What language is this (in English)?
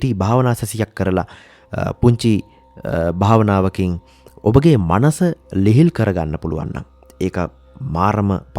Sinhala